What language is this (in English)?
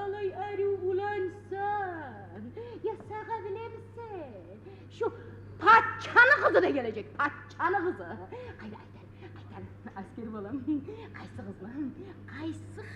Kumyk